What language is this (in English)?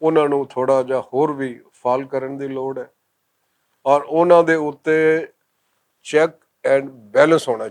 Western Panjabi